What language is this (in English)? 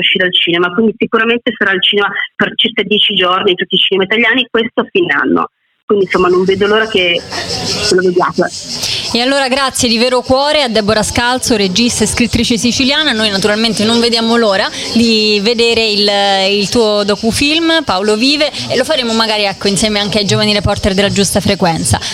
Italian